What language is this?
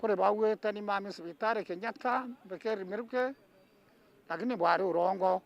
Meru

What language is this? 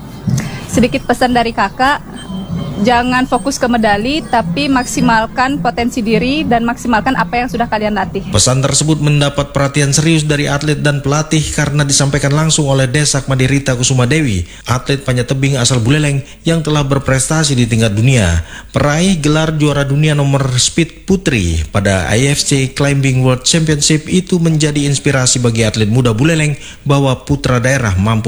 Indonesian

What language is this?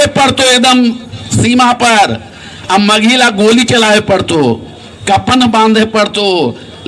Magahi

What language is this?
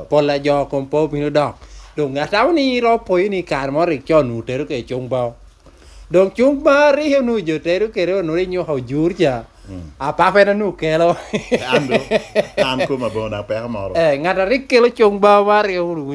Lango (Uganda)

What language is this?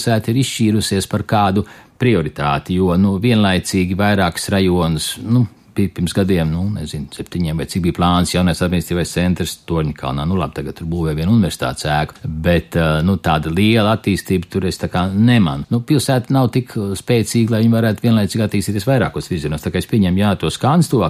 Latvian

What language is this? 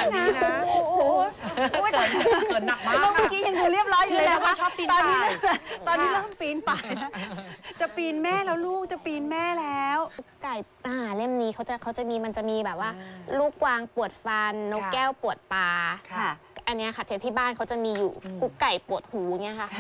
Thai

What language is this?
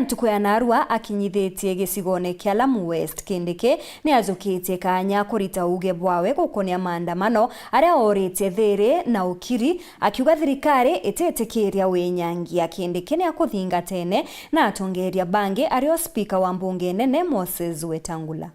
Meru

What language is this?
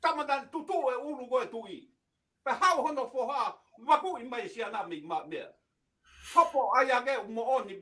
Tongan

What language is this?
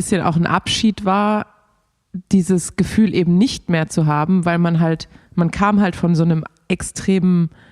German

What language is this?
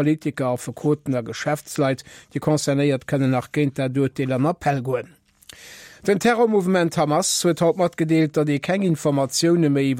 Luxembourgish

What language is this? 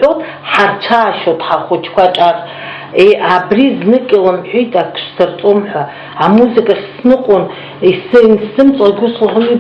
Abkhazian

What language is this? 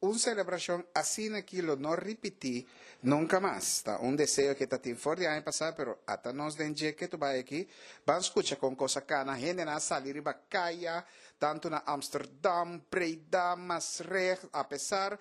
Papiamento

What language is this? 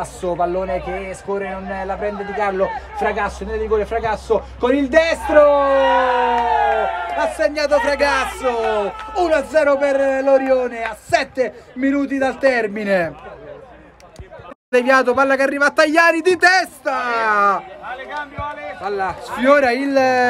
Italian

